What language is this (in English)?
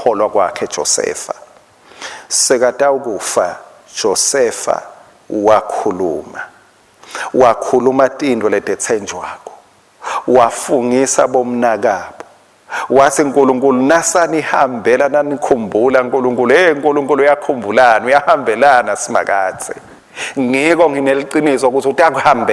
Swati